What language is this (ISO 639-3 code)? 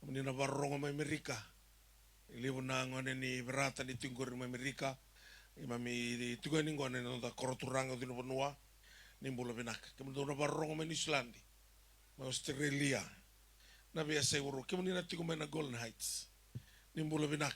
fij